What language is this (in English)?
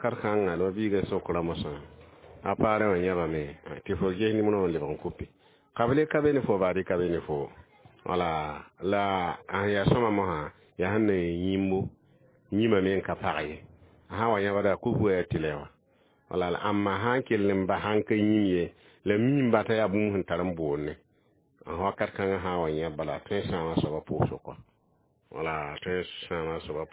Mossi